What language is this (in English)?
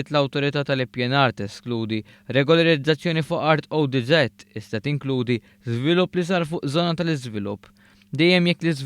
Maltese